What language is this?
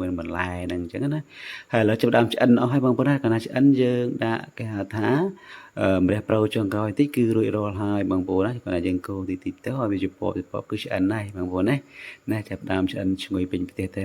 Khmer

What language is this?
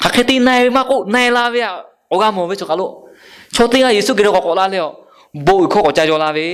Lahu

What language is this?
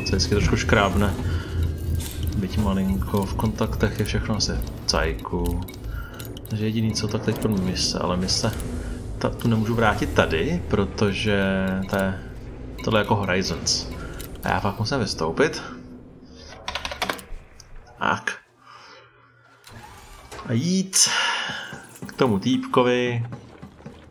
Czech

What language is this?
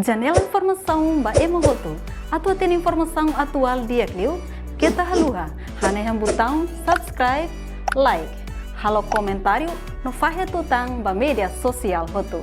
Tetum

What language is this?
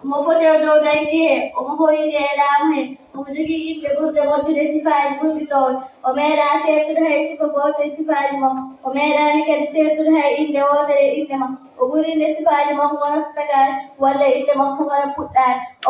Fula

